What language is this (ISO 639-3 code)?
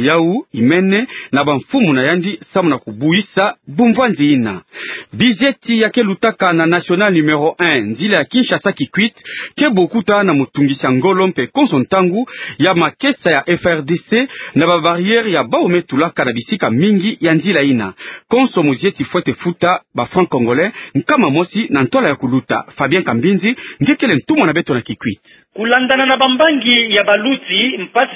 ktu